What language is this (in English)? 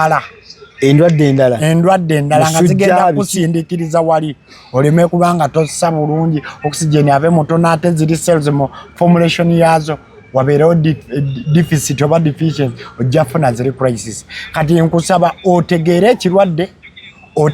Ganda